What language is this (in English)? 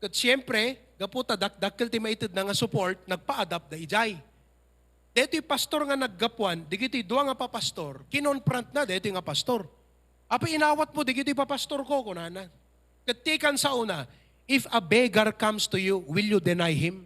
Iloko